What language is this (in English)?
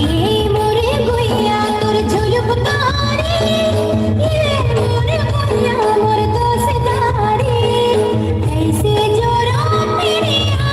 Chhattisgarhi